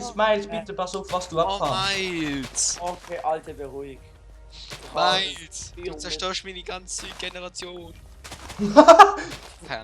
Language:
Swiss German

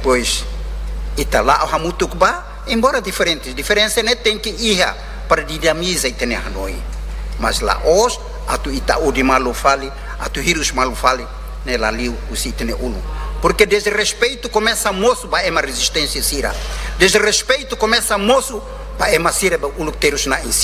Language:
Tetum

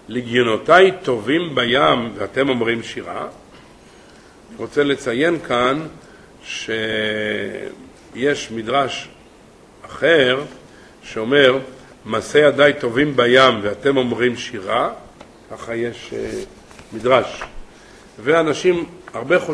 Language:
Hebrew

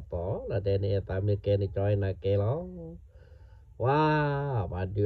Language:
S'gaw Karen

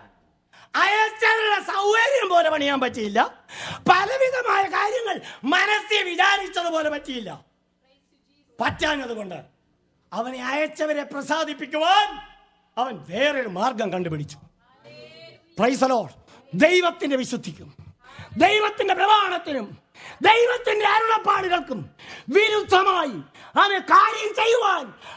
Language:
Malayalam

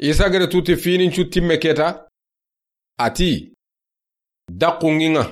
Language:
Soninke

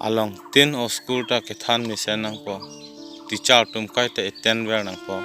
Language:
Karbi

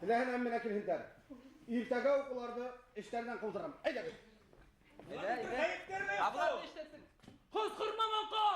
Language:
Bashkir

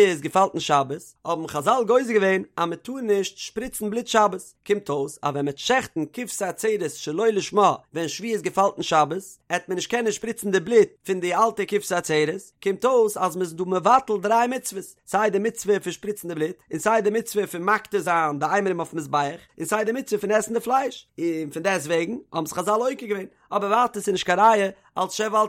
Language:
Yiddish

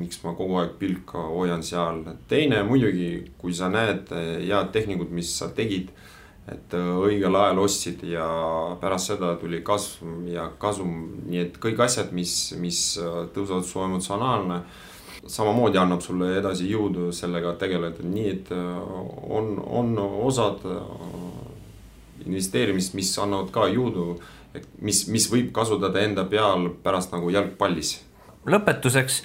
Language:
Estonian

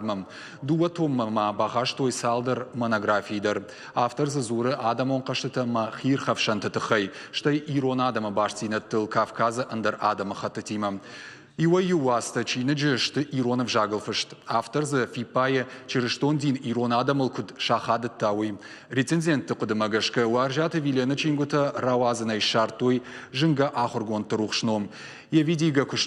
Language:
Ossetic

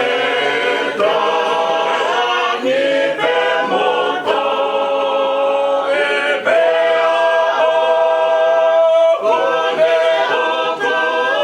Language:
Tongan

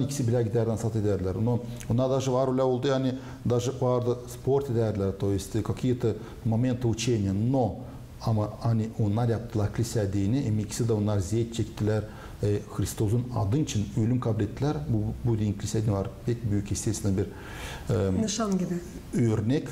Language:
Gagauz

